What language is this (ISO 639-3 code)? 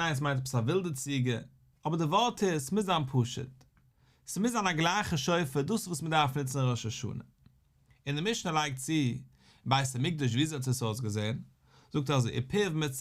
yid